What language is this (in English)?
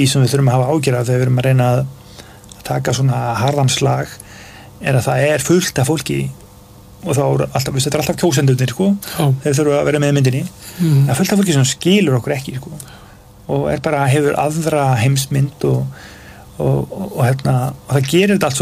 Icelandic